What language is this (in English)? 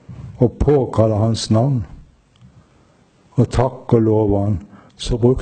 Norwegian